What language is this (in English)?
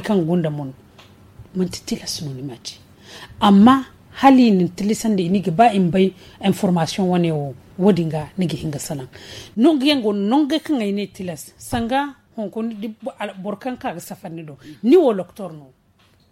Zarma